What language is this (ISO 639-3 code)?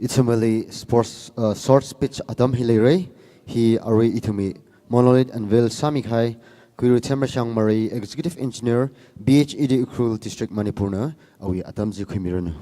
nmf